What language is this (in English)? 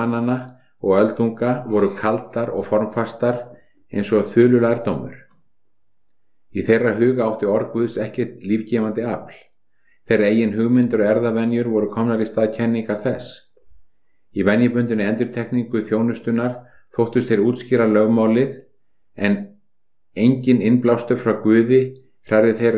Icelandic